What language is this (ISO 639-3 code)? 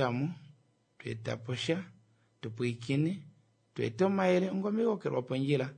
kua